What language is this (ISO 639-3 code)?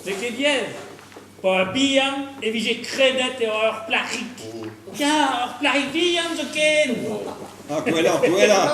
bre